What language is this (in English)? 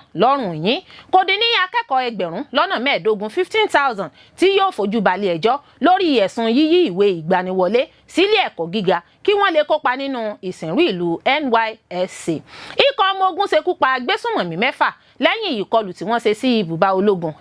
Yoruba